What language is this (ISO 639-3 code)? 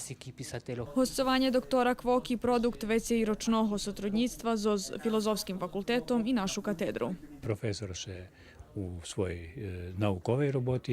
rue